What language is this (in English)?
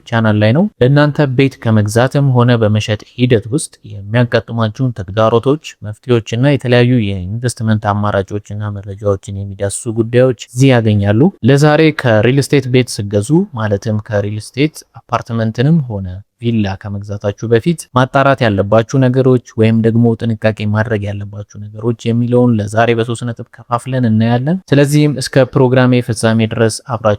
Amharic